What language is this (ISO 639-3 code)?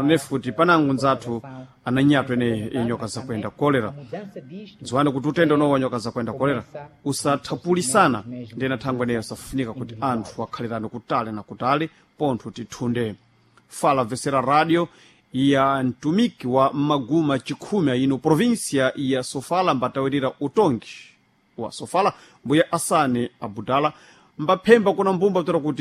seh